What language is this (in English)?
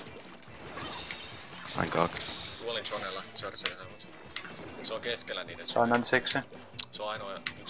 Finnish